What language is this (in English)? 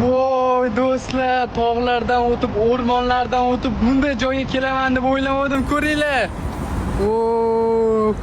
Uzbek